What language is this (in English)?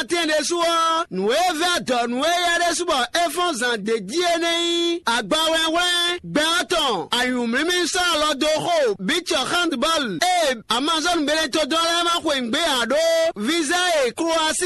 Fon